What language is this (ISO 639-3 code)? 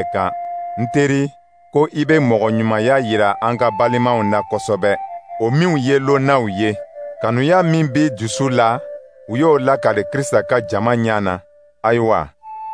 dyu